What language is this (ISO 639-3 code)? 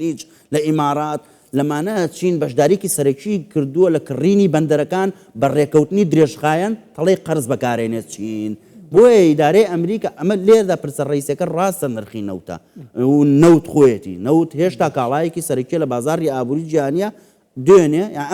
ckb